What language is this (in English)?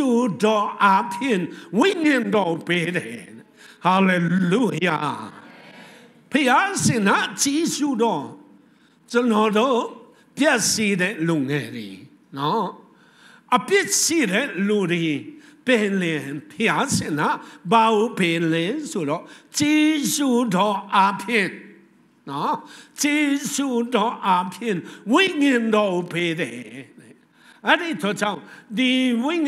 Burmese